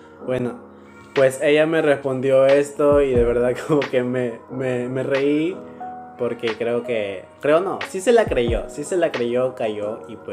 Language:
Spanish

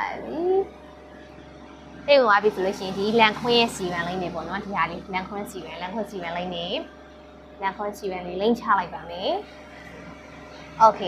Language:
Burmese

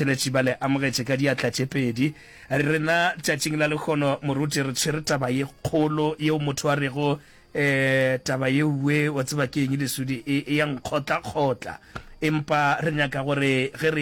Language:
Northern Sotho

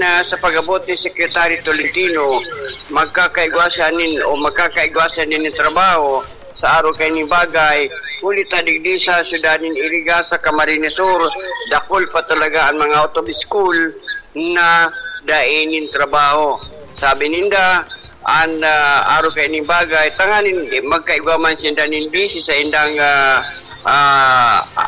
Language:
Bikol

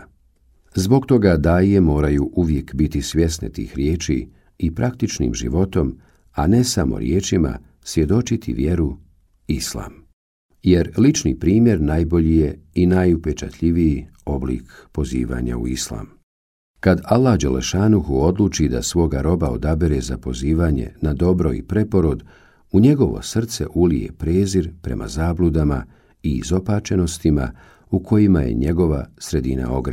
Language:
Bosnian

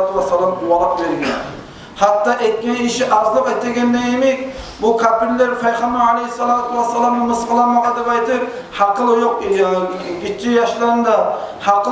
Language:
Kumyk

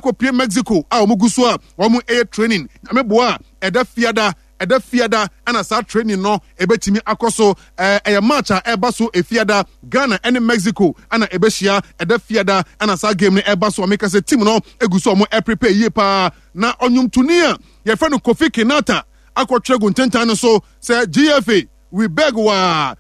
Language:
Akan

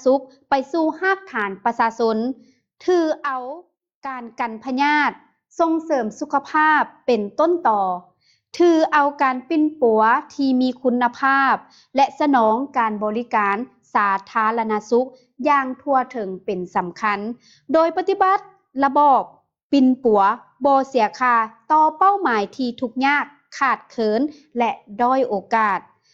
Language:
Lao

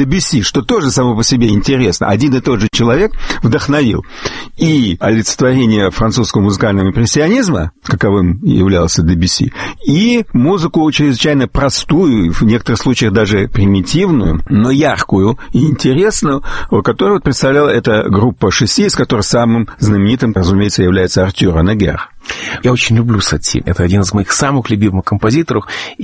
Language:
Russian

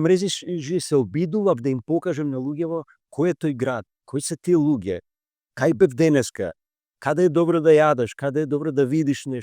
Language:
Macedonian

